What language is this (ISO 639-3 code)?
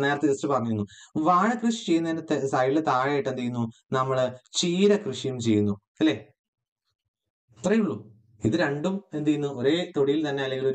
mal